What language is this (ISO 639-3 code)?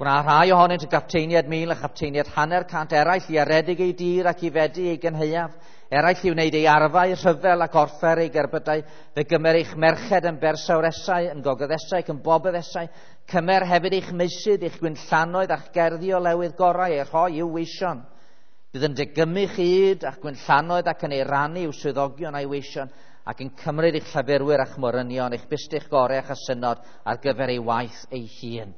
cym